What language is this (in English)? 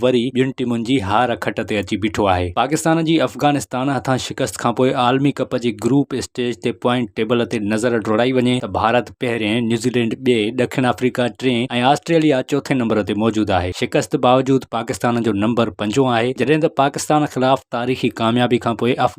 Sindhi